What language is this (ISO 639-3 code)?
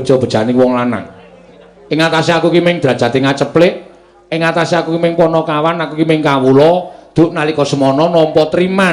jav